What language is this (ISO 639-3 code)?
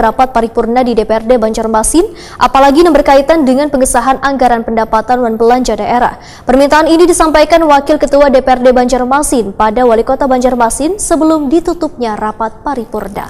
bjn